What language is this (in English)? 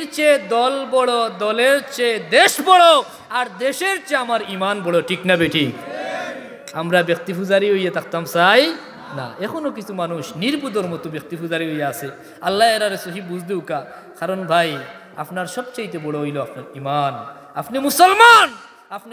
Sylheti